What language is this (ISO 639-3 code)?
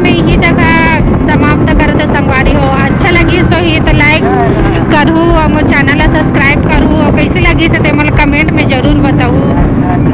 hne